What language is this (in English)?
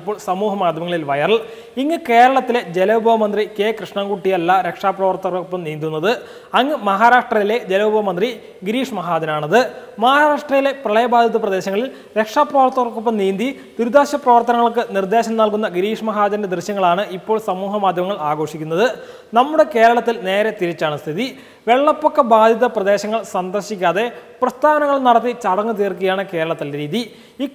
Malayalam